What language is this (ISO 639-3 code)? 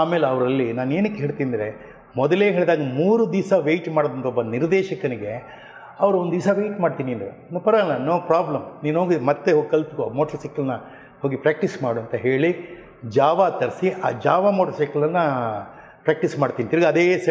kan